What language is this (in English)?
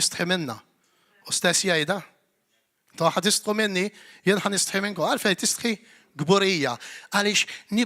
Maltese